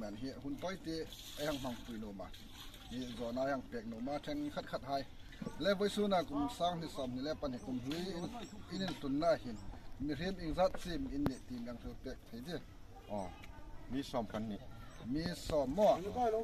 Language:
Hmar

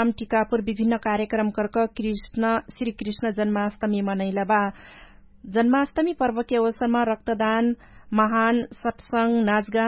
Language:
Dangaura Tharu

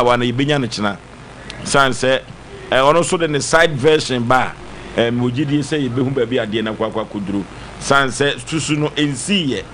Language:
Akan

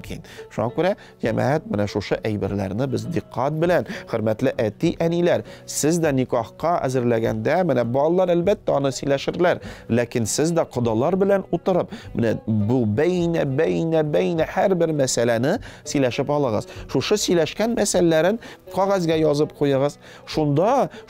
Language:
Tatar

